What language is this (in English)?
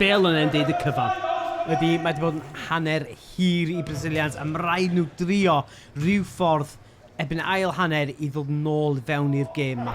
Welsh